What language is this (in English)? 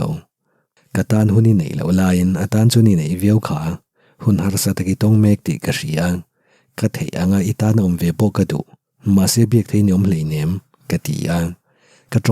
Mizo